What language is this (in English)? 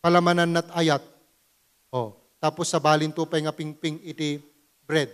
Iloko